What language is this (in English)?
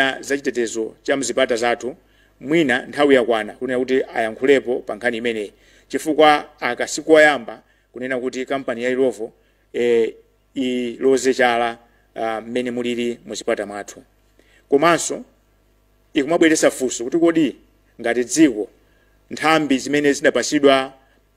Nyanja